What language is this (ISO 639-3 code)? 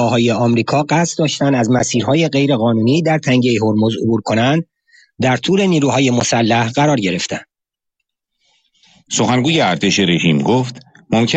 fas